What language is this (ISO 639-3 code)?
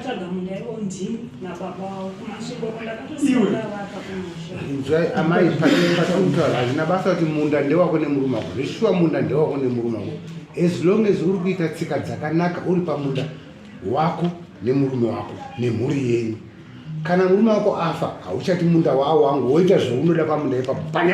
sna